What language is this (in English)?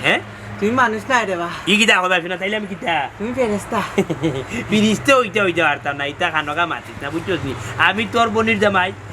Sylheti